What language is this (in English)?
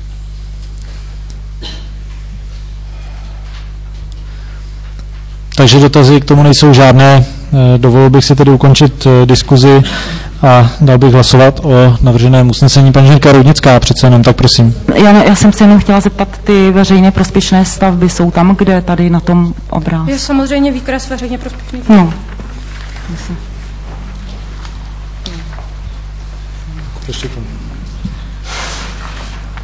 Czech